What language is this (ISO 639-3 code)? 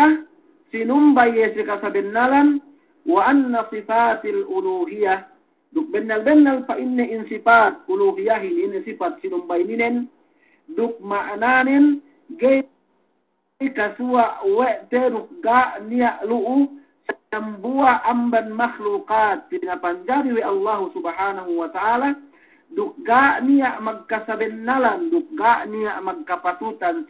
yka